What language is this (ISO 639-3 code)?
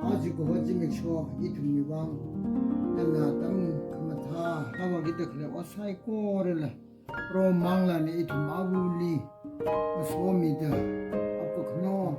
nmf